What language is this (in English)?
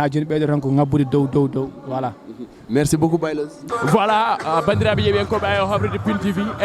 Fula